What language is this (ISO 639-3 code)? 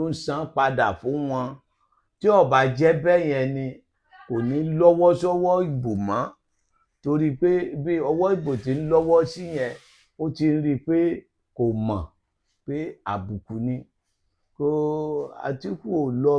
yor